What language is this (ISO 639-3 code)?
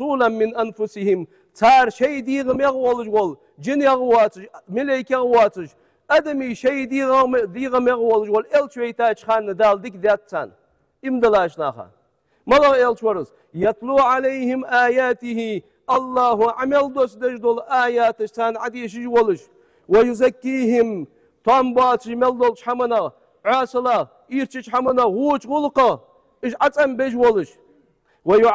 inh